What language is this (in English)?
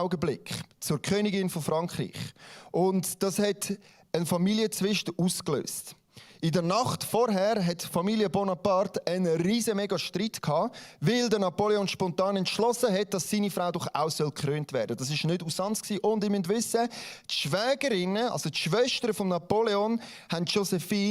Swiss German